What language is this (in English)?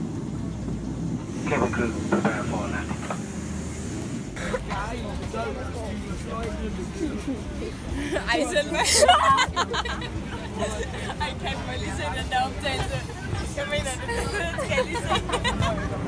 Danish